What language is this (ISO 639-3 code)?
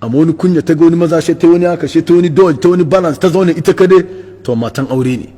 hau